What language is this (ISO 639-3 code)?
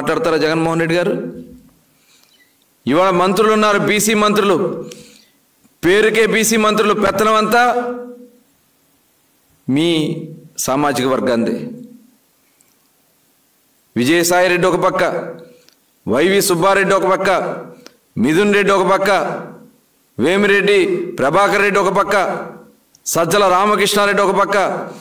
tel